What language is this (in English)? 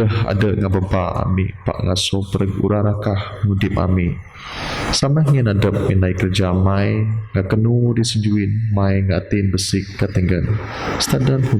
Biatah Bidayuh